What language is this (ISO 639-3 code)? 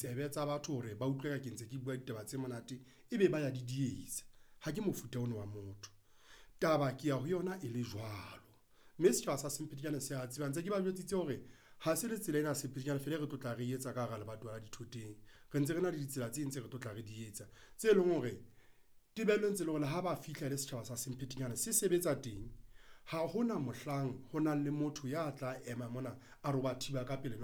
sot